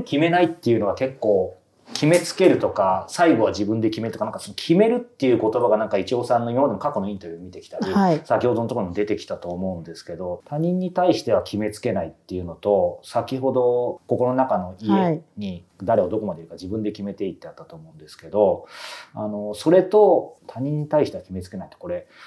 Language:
Japanese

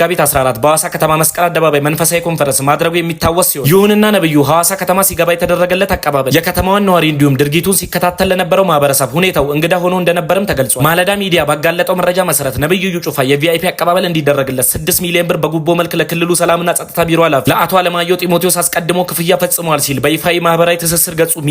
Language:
Amharic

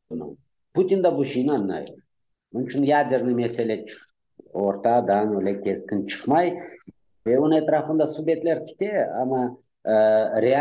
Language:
Crimean Tatar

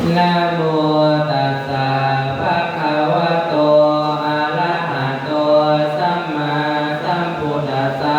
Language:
Pali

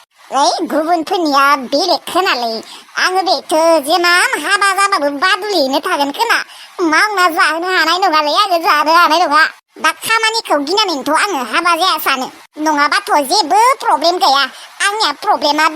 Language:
Bodo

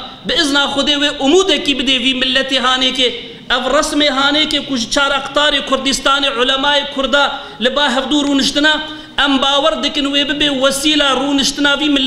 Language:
Kurdish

